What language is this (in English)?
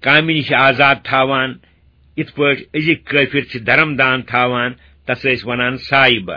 Kashmiri